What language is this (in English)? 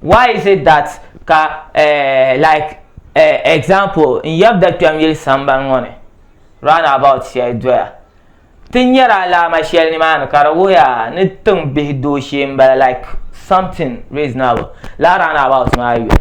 Dagbani